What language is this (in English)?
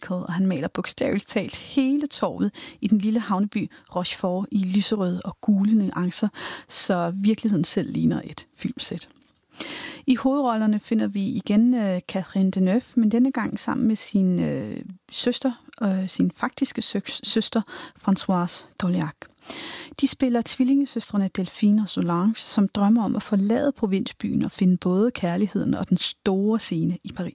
Danish